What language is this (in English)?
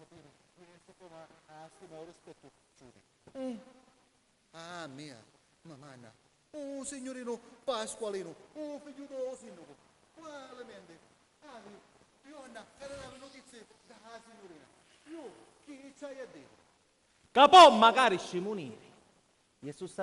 Sicilian